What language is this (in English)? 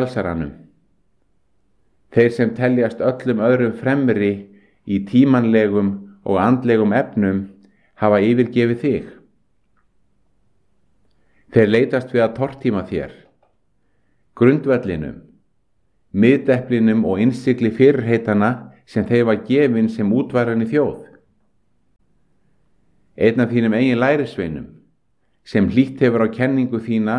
Icelandic